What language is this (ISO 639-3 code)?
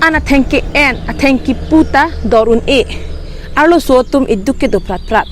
mjw